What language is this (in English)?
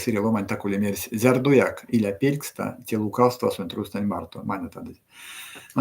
Erzya